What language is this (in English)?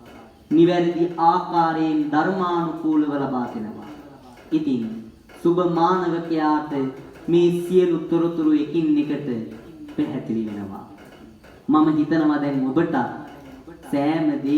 Sinhala